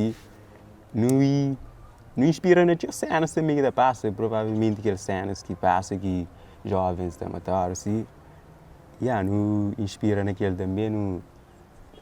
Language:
Kabuverdianu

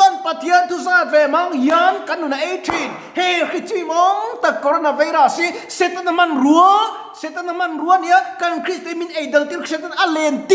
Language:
Mizo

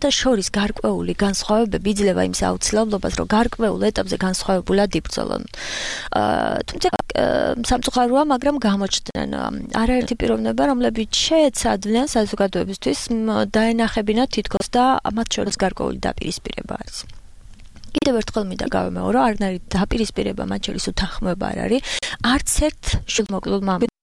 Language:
Georgian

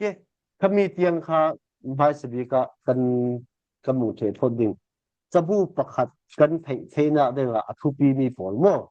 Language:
Falam Chin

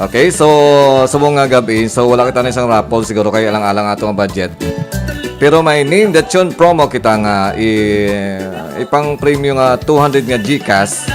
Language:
Hiligaynon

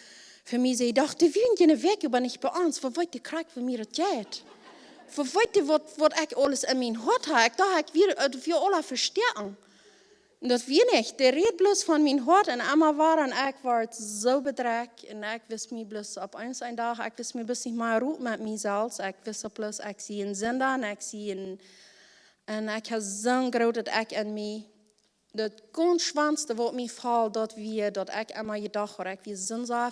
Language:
Plautdietsch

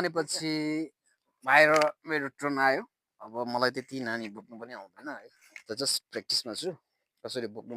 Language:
Nepali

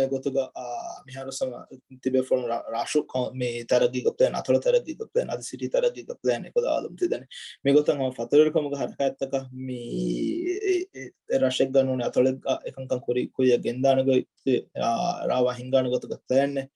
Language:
Divehi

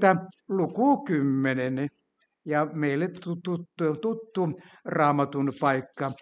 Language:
Finnish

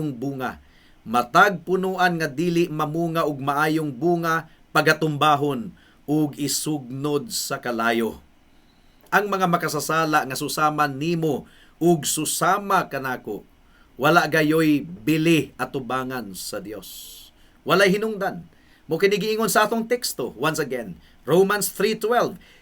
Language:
Cebuano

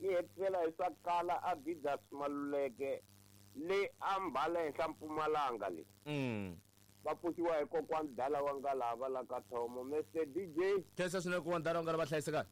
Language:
Tsonga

